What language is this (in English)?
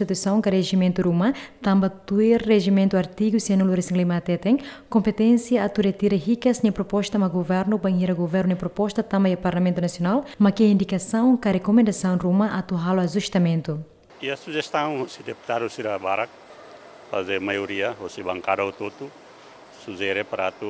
Tetum